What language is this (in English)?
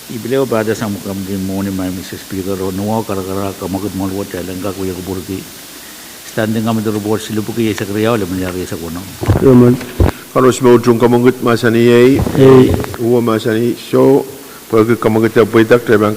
Pohnpeian